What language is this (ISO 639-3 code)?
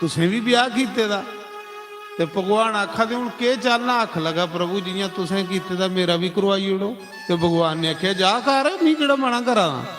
doi